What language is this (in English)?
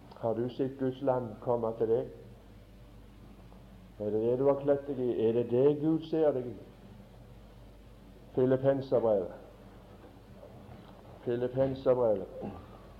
Norwegian